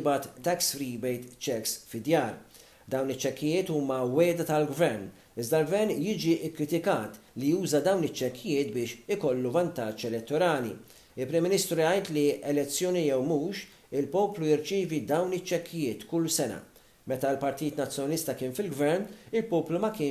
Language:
Maltese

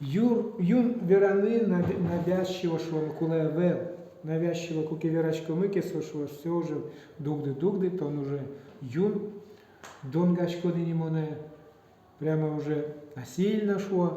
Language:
Udmurt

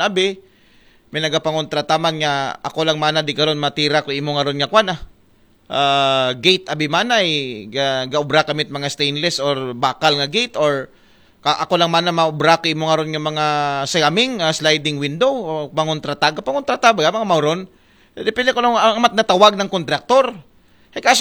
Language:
Aklanon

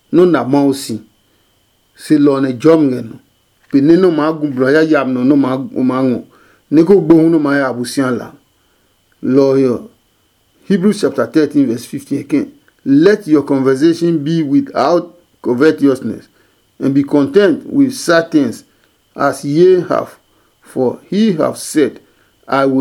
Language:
Adangme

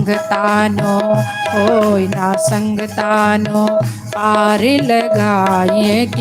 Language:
Dogri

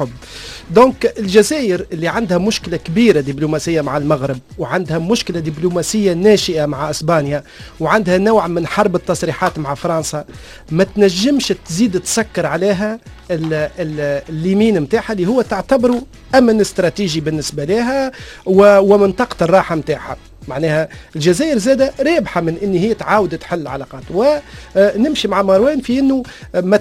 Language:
Tunisian Arabic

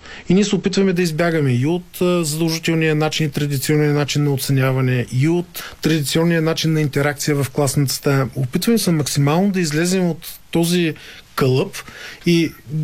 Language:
Bulgarian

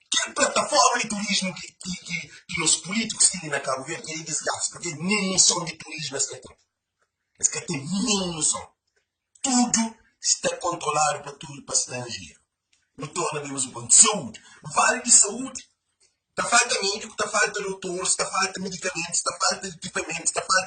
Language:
Kabuverdianu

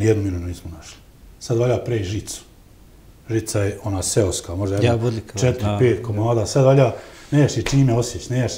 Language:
Bosnian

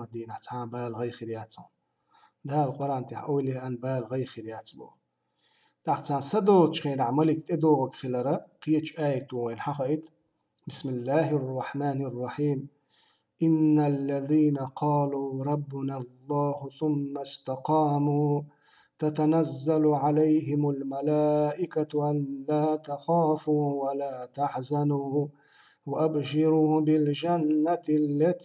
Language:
Chechen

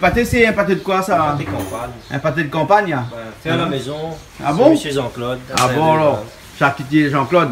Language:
Réunion Creole French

